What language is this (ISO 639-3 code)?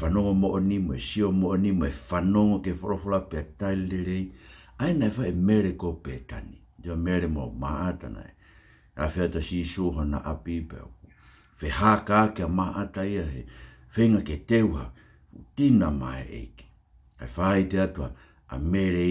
ton